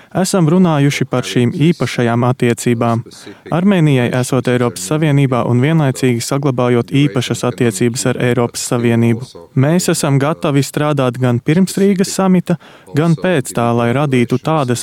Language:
Latvian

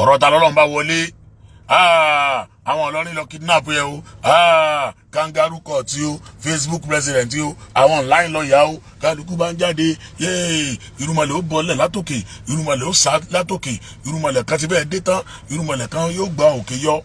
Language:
Yoruba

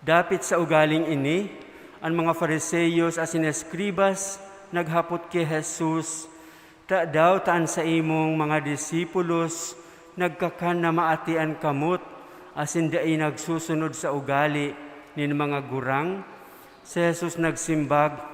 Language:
Bikol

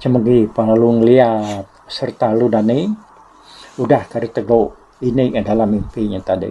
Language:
Iban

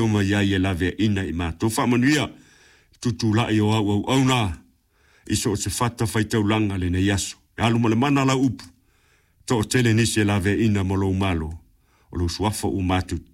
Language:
Samoan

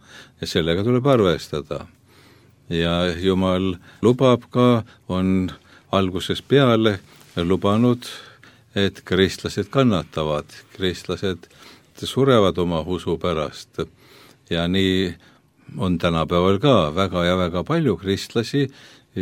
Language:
Estonian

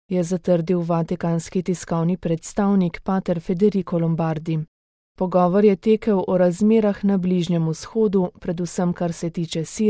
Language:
Slovenian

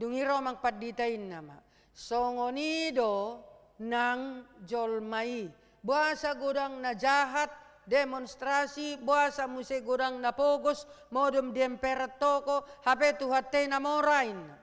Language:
Batak Toba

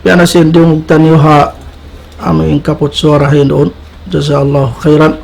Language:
Tausug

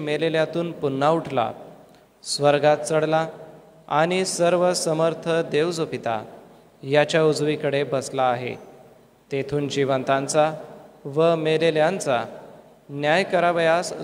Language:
Marathi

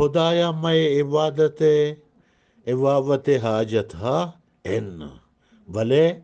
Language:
Eastern Balochi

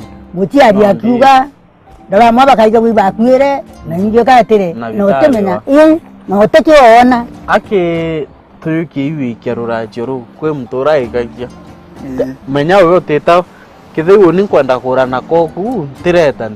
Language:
Meru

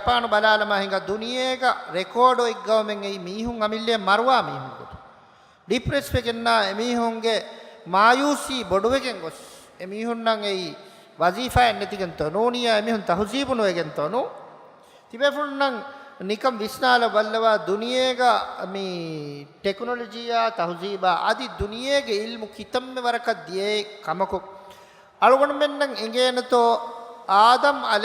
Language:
Divehi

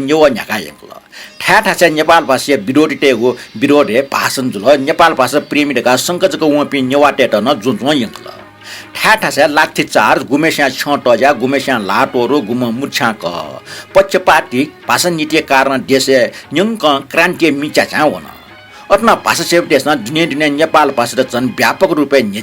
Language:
Newari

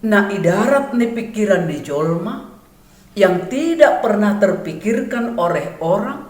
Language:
Batak Simalungun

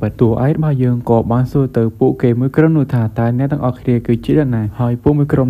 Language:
Khmer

